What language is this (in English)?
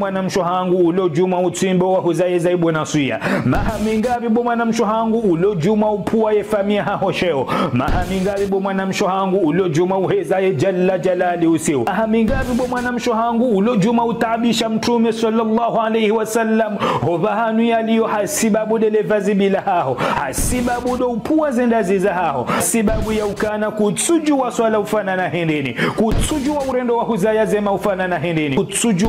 Ngazidja Comorian